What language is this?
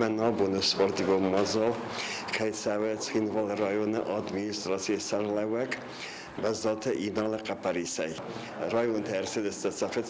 Ossetic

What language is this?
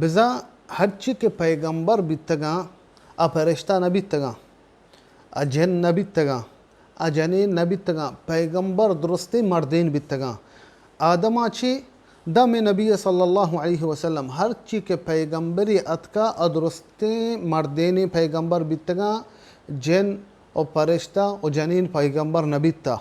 Baluchi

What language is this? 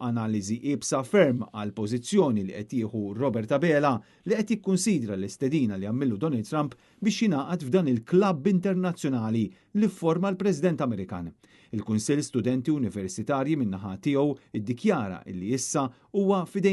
Maltese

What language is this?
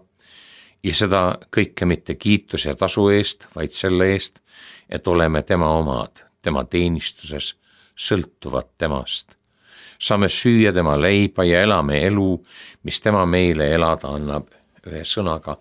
Estonian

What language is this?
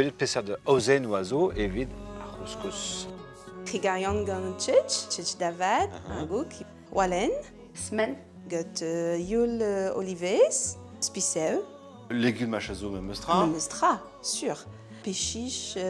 Breton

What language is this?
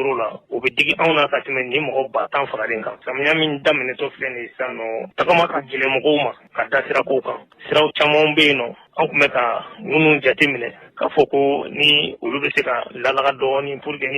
Bambara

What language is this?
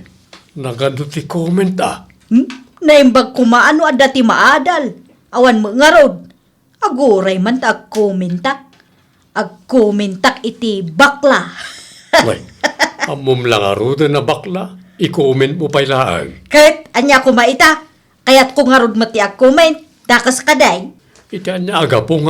Iloko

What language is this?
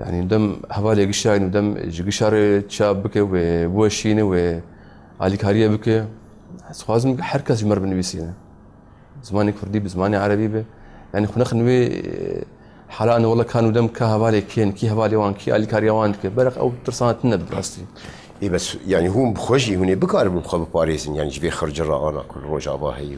Kurdish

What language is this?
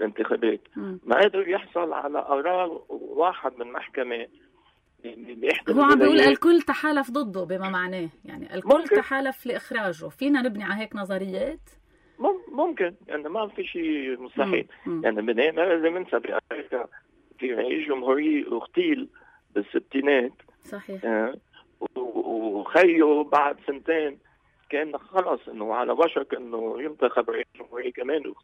North Levantine Arabic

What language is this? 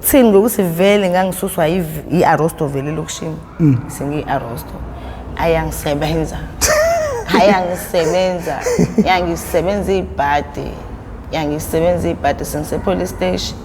Zulu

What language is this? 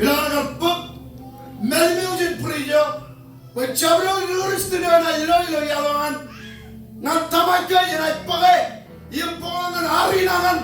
Marshallese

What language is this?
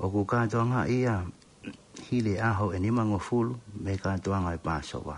Tongan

